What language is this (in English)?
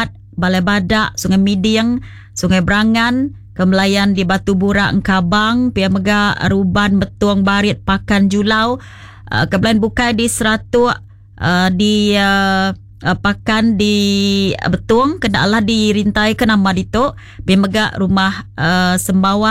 Iban